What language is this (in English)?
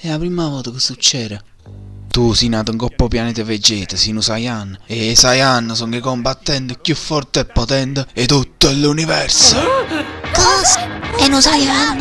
Neapolitan